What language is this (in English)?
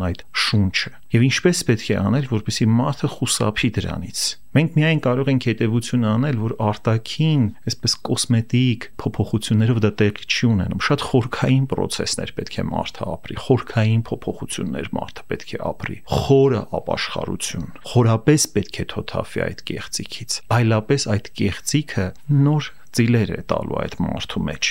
Armenian